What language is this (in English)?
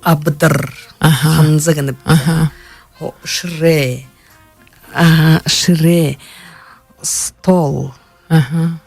Buriat